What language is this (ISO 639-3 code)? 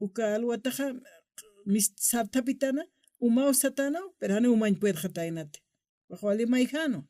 aym